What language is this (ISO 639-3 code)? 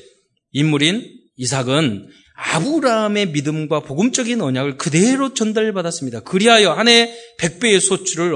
kor